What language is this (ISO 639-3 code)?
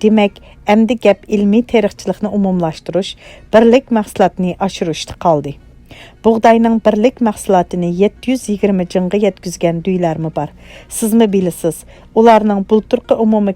uig